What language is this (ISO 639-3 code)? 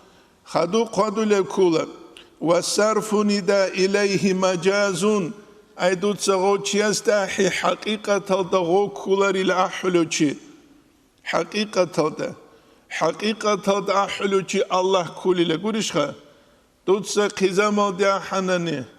ava